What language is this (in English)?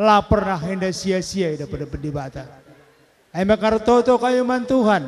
Batak Karo